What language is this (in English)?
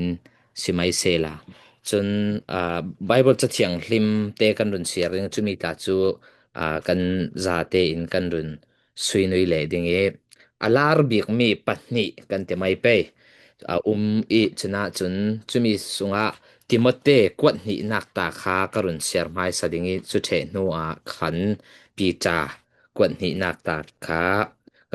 Falam Chin